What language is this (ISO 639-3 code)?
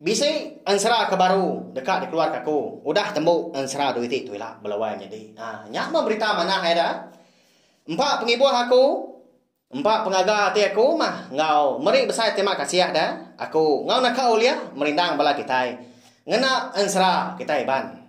iba